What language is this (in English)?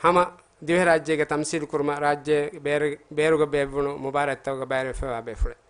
Divehi